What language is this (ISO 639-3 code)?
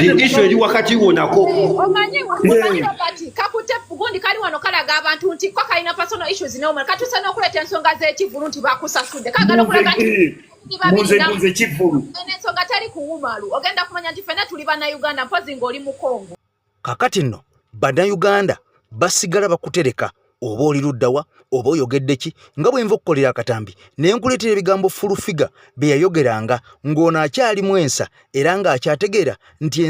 lug